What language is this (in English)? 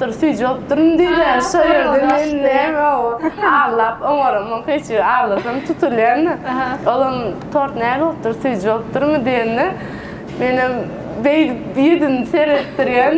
Turkmen